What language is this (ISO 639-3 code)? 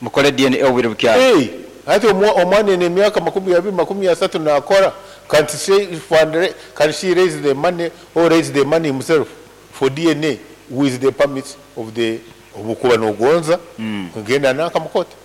nyn